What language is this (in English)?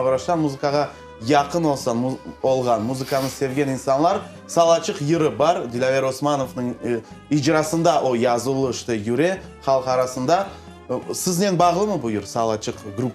Crimean Tatar